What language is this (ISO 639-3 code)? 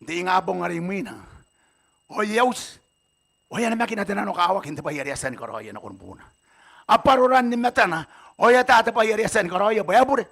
gil